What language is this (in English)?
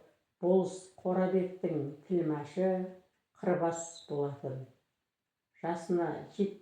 Kazakh